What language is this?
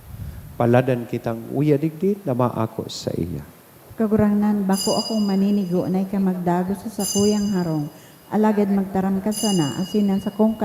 Bikol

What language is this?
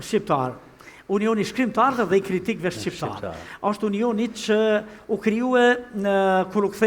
Albanian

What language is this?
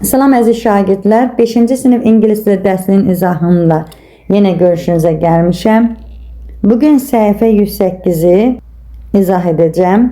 Azerbaijani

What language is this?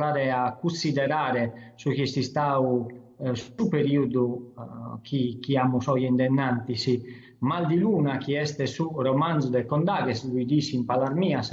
Sardinian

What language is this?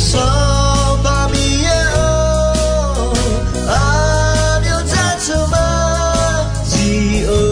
Akha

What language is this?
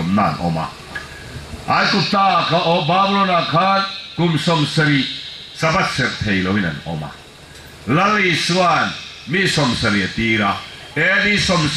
Falam Chin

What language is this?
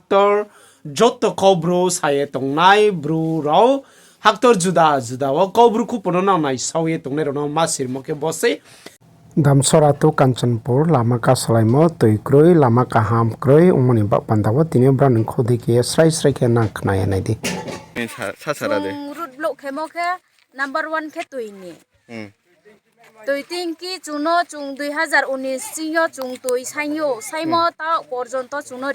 Riang (India)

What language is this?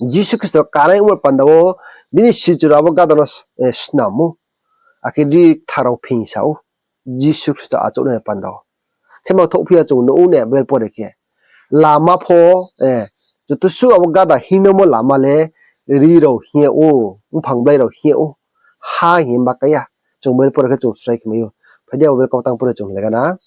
Riang (India)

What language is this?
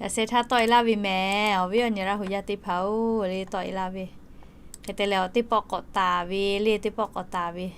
Lahu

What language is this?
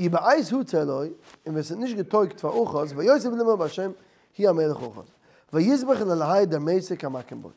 Yiddish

